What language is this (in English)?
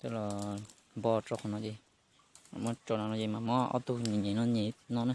Hmong